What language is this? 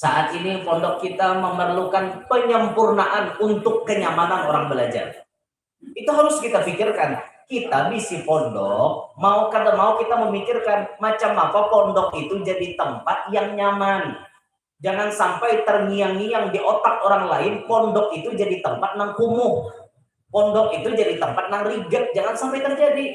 Banjar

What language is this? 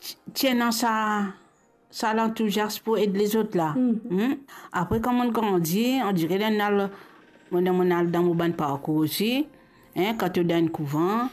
Morisyen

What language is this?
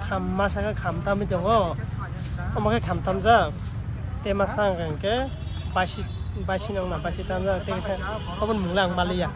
Kok Borok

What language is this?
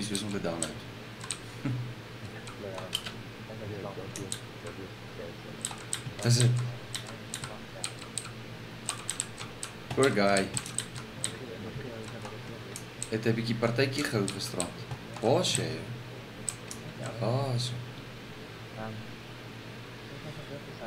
Afrikaans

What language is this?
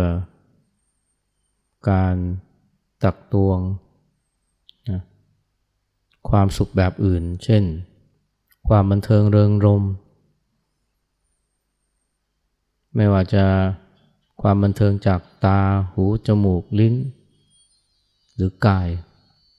Thai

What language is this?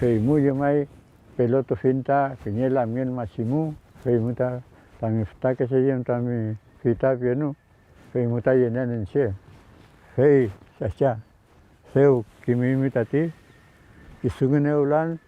Mapuche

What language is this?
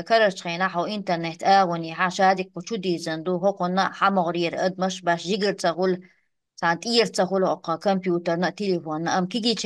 Chechen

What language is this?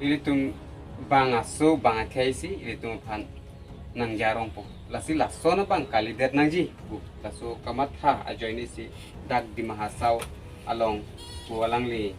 Karbi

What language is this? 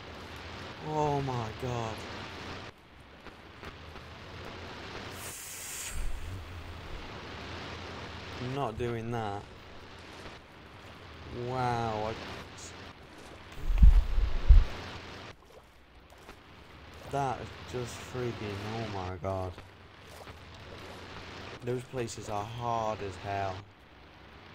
English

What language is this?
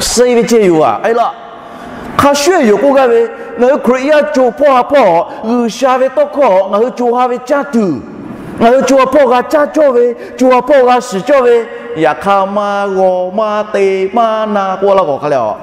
Lahu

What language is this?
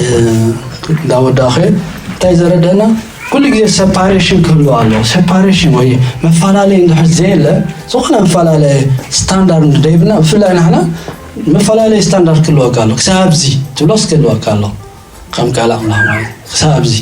Tigrinya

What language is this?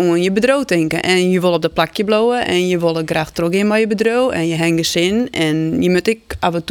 Western Frisian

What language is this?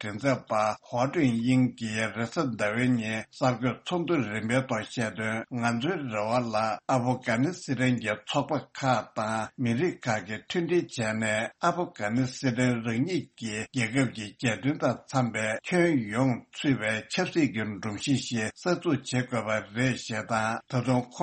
Tibetan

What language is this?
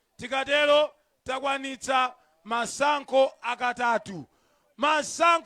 Nyanja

